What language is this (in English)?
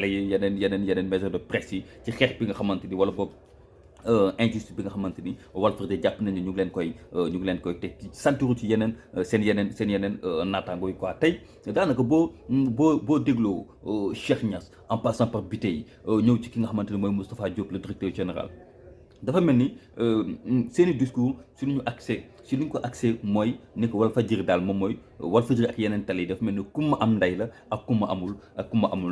Wolof